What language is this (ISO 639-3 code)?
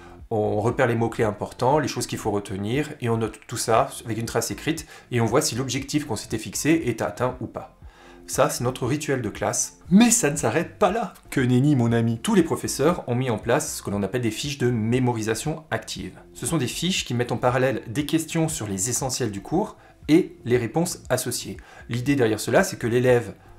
fra